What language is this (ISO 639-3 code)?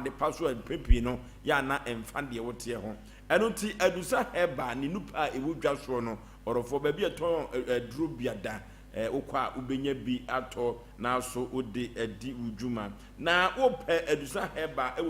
aka